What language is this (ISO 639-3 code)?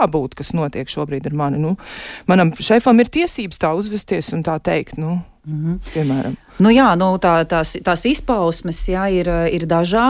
lav